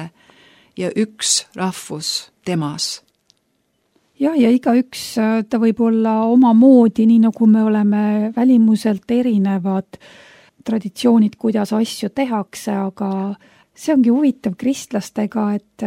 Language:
Estonian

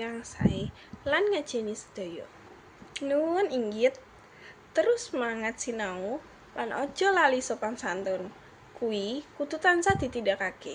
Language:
Javanese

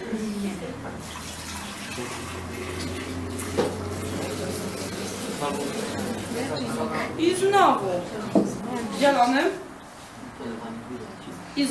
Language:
Polish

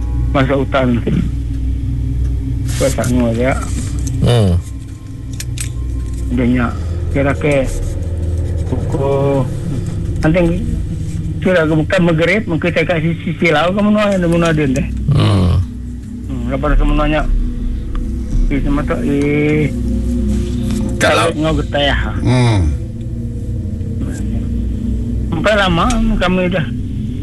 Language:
Malay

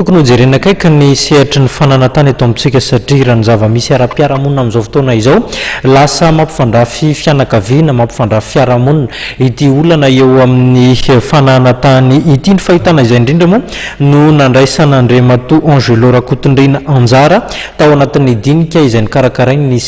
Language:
Malagasy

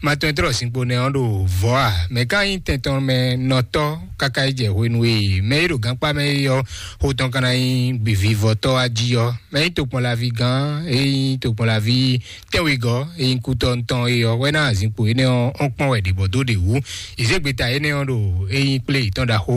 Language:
Fon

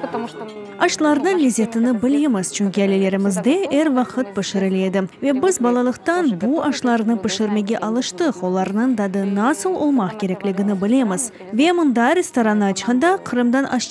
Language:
Crimean Tatar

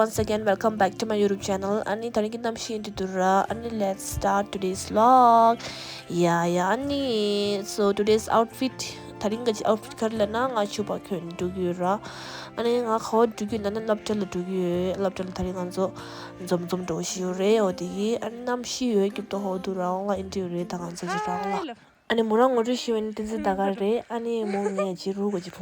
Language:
Tibetan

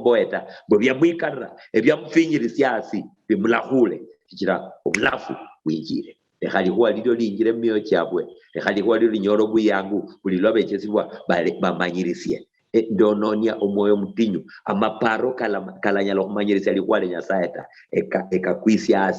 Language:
Luyia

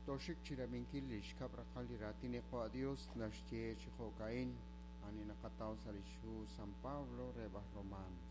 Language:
Kekchí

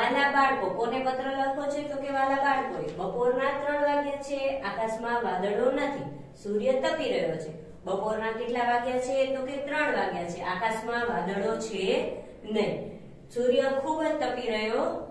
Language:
Gujarati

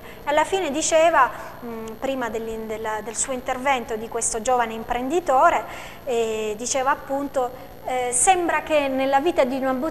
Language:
Italian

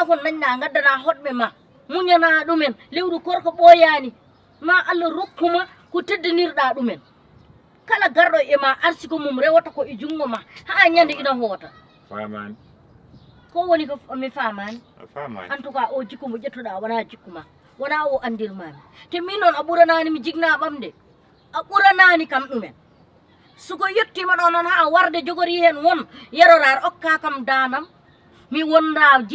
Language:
Fula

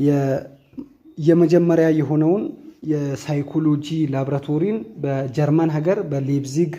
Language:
Amharic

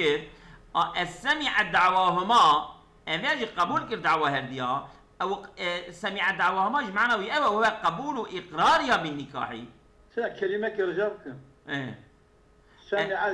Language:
Kurdish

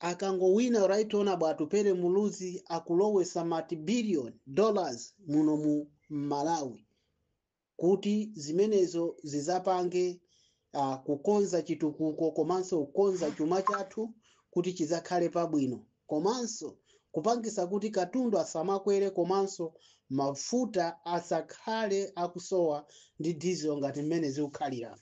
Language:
Nyanja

